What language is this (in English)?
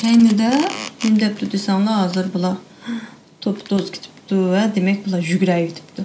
Uyghur